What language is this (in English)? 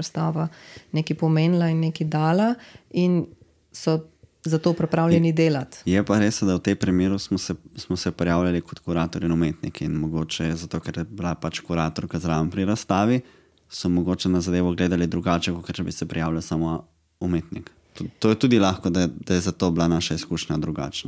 Slovenian